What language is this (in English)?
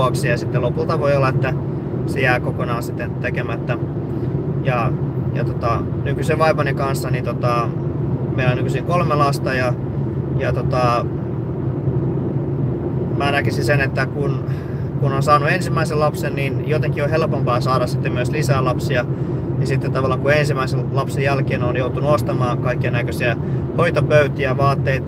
Finnish